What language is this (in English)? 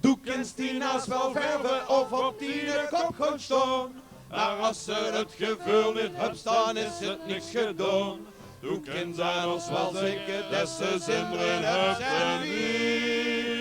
Limburgish